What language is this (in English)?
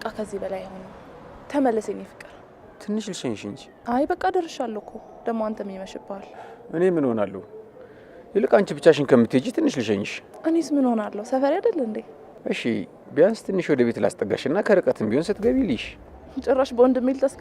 Amharic